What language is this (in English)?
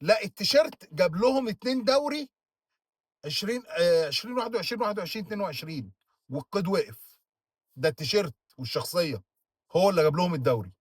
Egyptian Arabic